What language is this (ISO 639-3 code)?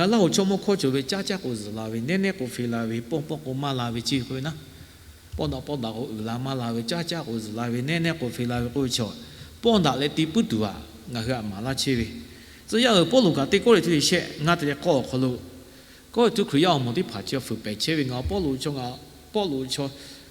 lhu